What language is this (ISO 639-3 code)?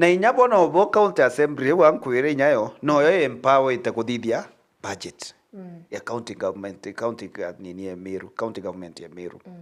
mer